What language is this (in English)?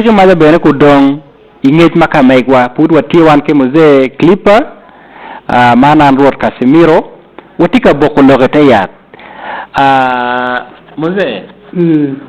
Acoli